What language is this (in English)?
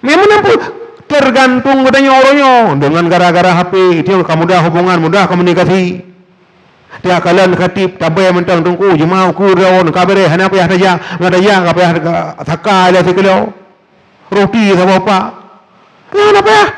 Achinese